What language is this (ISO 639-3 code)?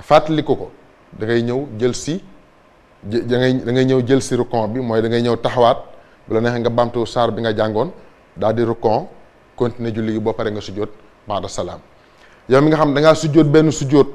wol